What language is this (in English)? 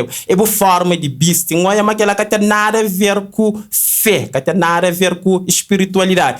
Kabuverdianu